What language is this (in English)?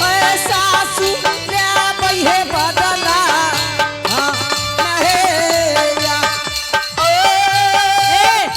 Angika